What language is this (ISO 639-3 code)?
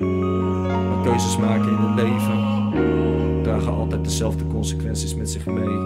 fry